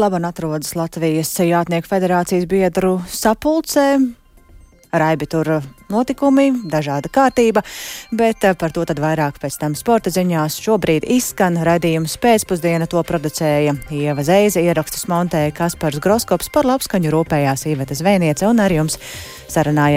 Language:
Latvian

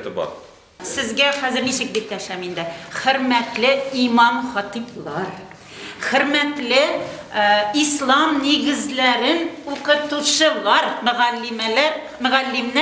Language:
Tatar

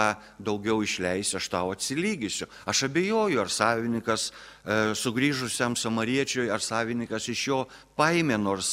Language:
Lithuanian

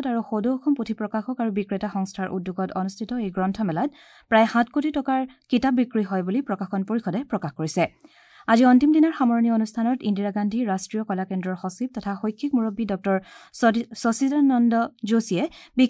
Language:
Assamese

